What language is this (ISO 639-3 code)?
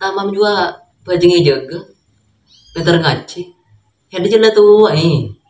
mad